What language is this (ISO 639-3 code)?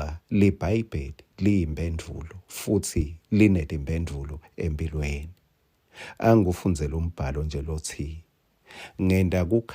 ssw